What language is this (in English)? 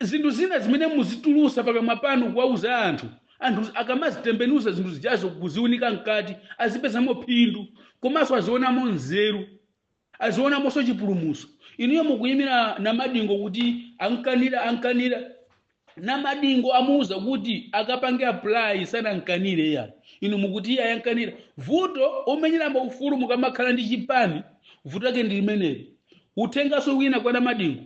Nyanja